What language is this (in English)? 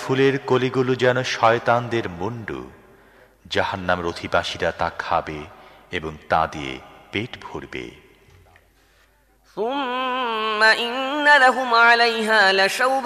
Bangla